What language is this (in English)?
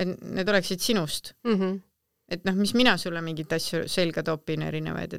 Estonian